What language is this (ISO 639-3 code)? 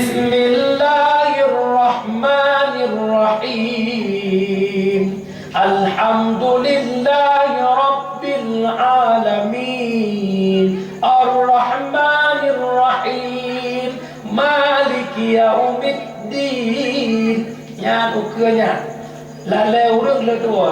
ace